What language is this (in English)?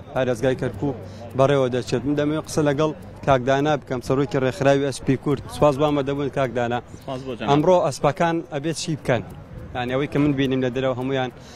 Central Kurdish